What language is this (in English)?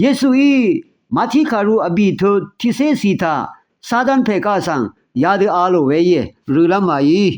Rawang